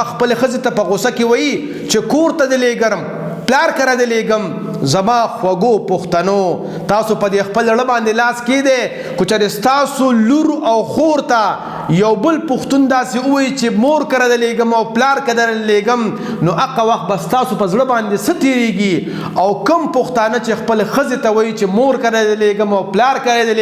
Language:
Pashto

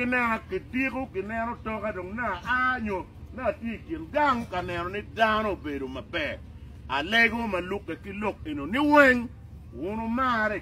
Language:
Acoli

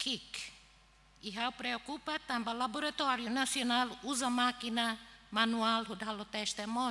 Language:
Tetum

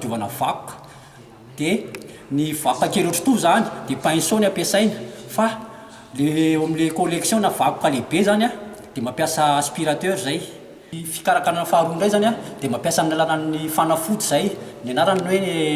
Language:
Malagasy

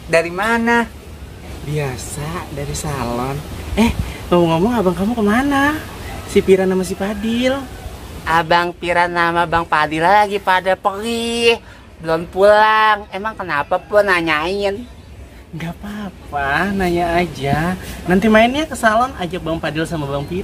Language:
Betawi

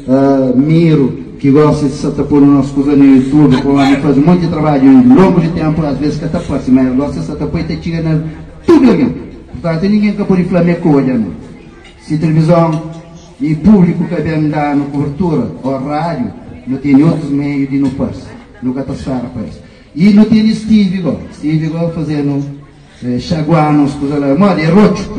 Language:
Kabuverdianu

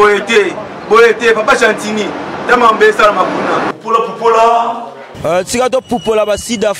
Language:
Lingala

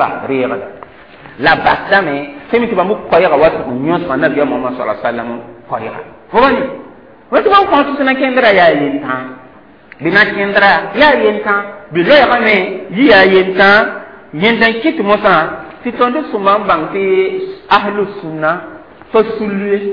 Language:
Mossi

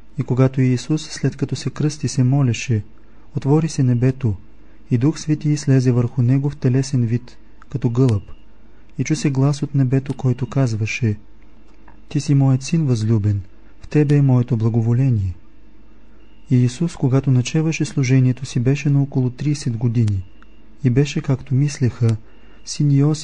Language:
Bulgarian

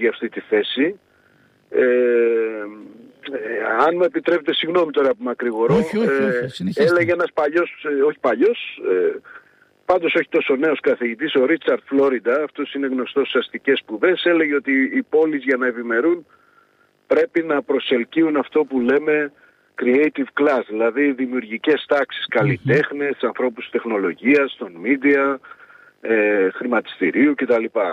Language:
Greek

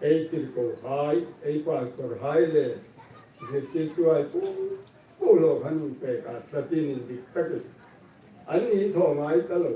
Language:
Hmar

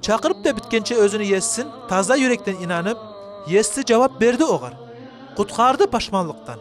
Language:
Kumyk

